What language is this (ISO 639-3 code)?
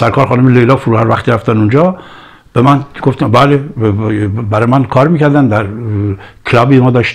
fas